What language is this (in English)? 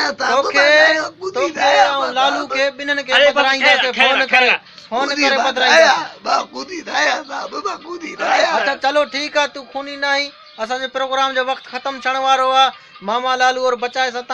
Sindhi